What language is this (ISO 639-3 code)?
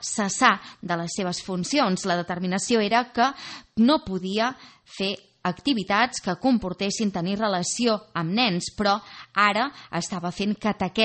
cat